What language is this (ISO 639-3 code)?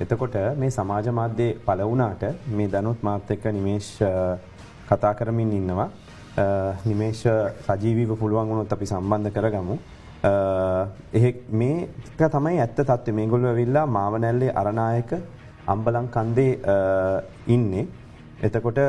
sin